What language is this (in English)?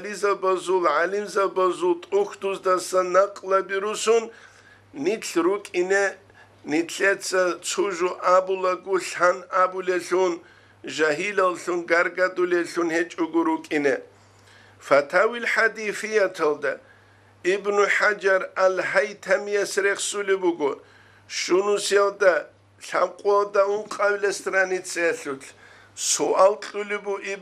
Avaric